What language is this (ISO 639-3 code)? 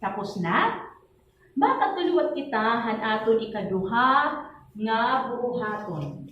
war